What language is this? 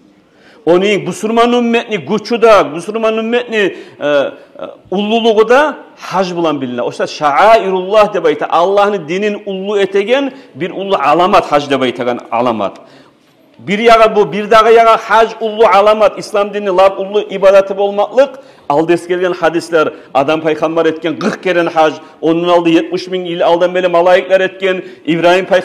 Kumyk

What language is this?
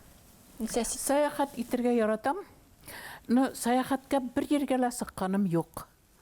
Bashkir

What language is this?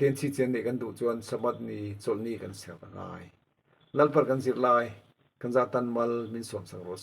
Mizo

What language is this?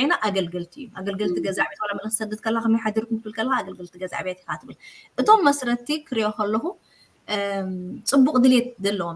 Tigrinya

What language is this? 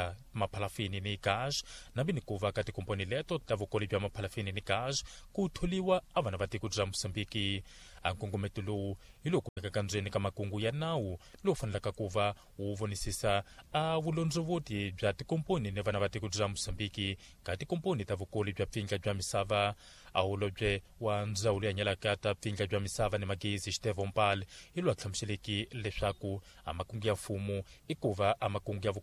Tsonga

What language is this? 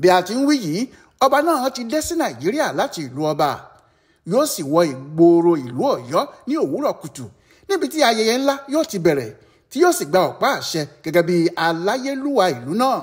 Yoruba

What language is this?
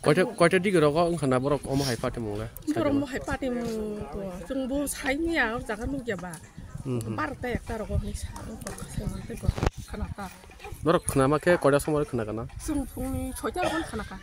Kok Borok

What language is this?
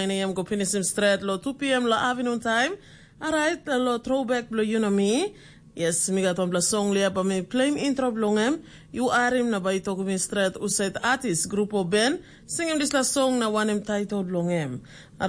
Tok Pisin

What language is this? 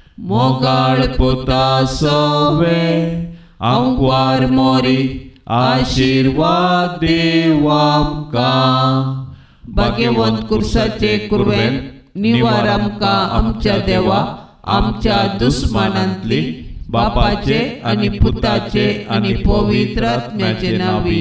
Konkani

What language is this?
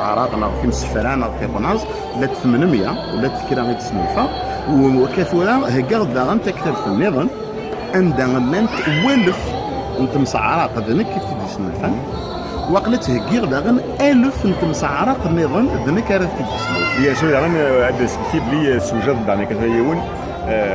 Kabyle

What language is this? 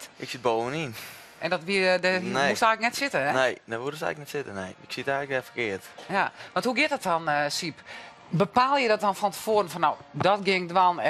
Western Frisian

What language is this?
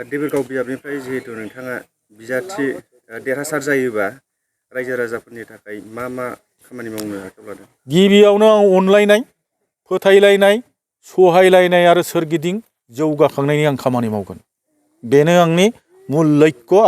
Bodo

